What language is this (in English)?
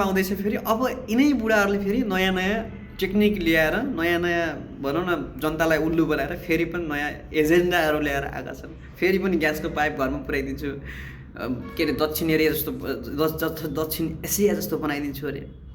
Nepali